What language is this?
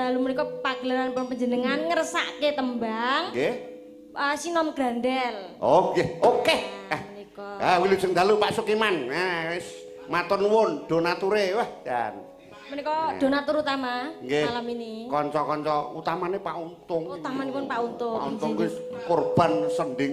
Javanese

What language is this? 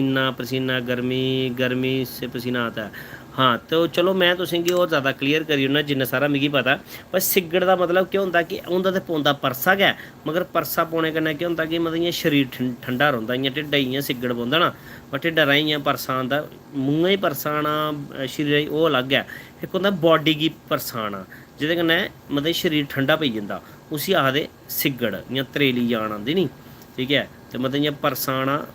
Dogri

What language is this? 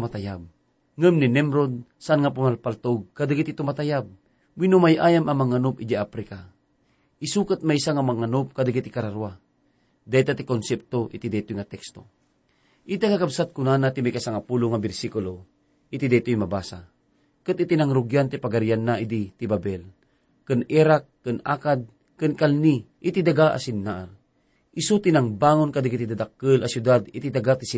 Iloko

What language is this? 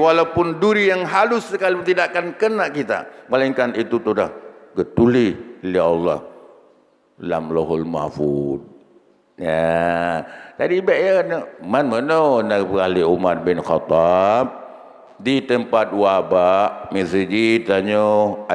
Achinese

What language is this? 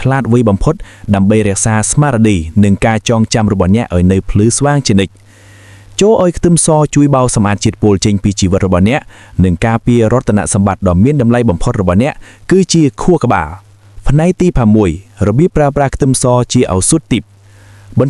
Khmer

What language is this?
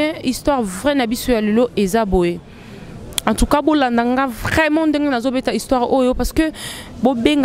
Lingala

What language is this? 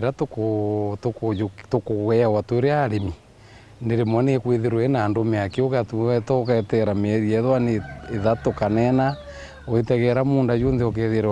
Meru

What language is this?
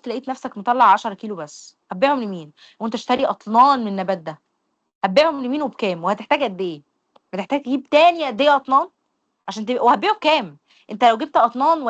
Egyptian Arabic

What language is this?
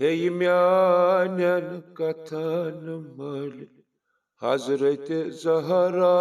Kashmiri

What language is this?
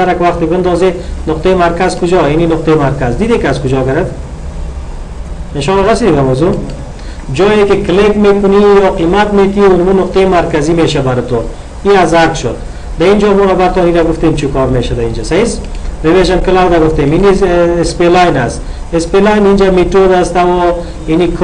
Persian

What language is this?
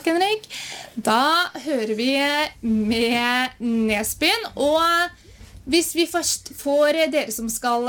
Norwegian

